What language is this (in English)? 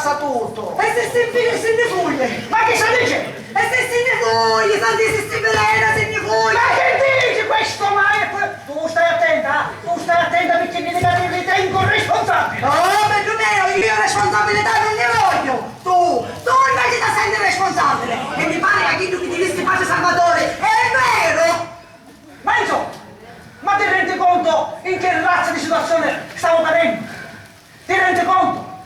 Sicilian